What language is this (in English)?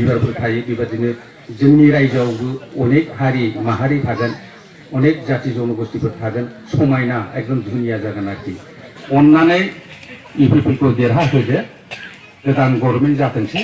Bodo